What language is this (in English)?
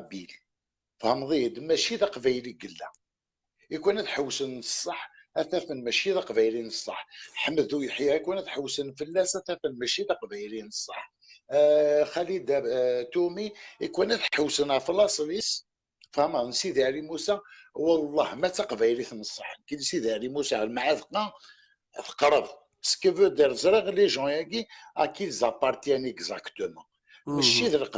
Kabyle